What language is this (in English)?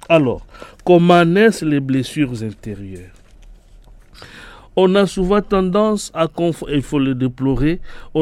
French